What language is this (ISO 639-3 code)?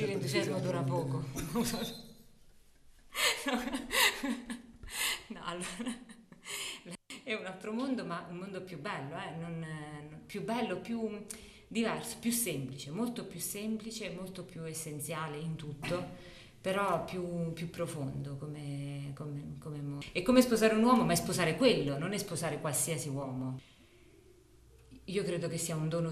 ita